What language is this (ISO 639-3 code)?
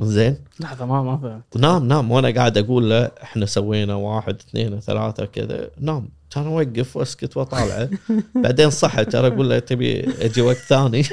afb